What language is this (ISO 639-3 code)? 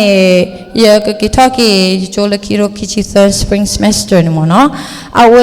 ksw